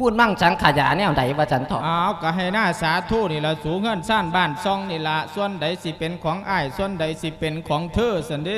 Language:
Lao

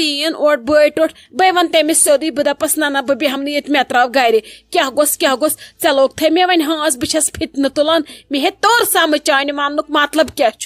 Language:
Kashmiri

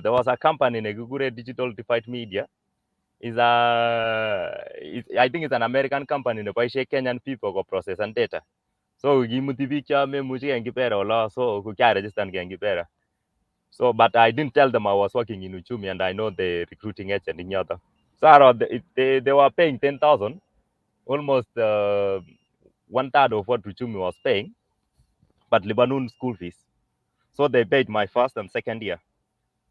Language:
Kalenjin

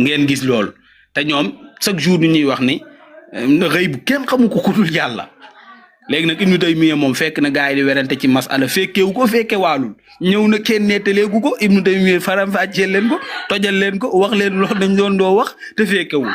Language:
Wolof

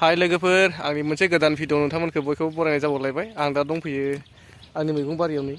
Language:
Bodo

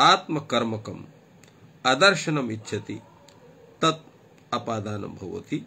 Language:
Sanskrit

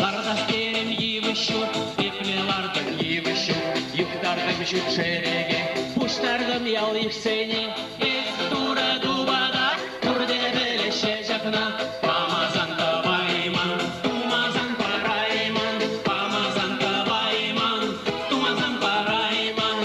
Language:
Chuvash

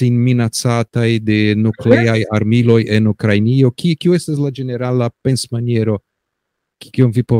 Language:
Esperanto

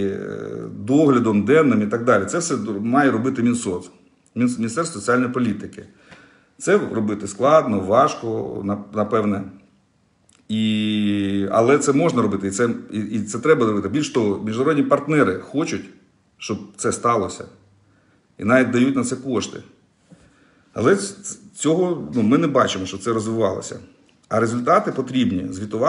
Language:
Ukrainian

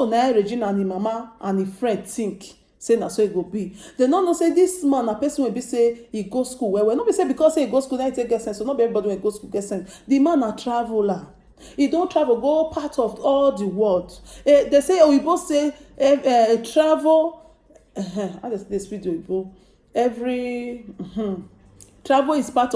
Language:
Nigerian Pidgin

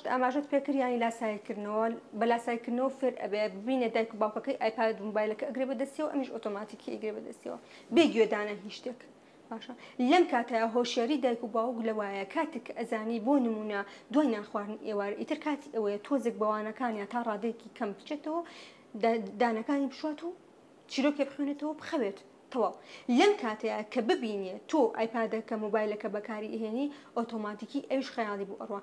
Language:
Central Kurdish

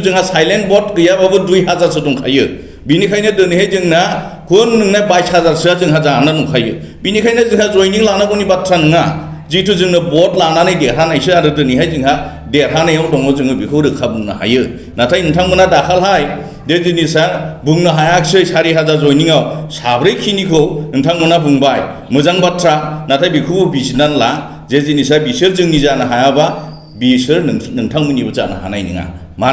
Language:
Bodo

